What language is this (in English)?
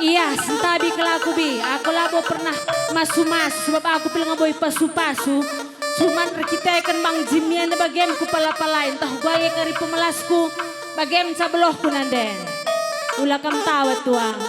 Batak Karo